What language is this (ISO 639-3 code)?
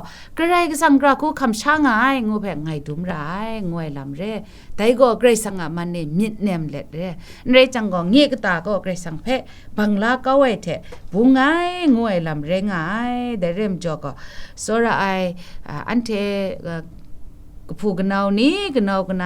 kac